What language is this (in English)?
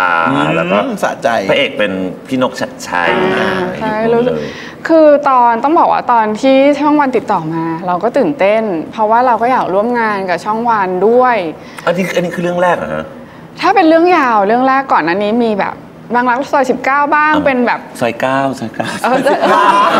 Thai